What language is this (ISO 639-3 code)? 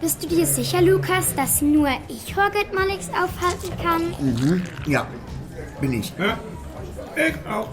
gsw